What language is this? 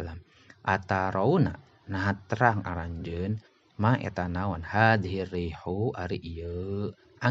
Sundanese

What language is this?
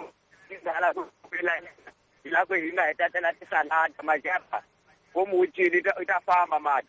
Tsonga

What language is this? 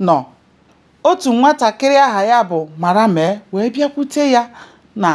Igbo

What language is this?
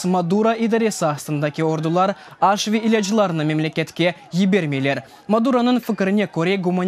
Crimean Tatar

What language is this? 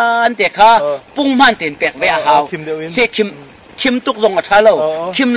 Hakha Chin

